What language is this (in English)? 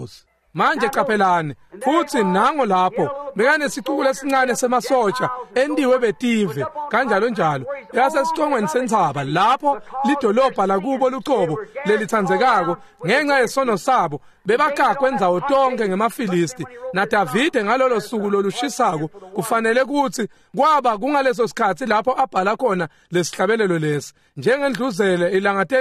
Swati